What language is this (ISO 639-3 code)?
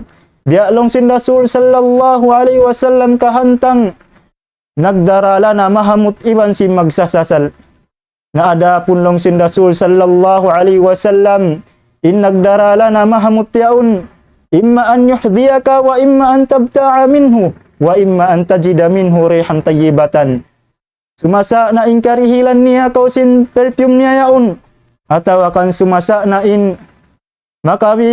tsg